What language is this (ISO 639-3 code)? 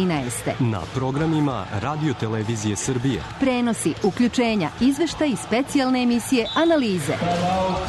srp